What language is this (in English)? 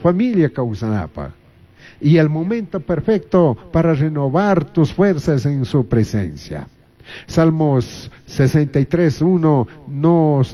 Chimborazo Highland Quichua